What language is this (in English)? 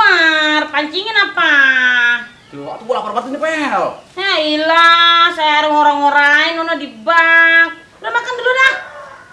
Betawi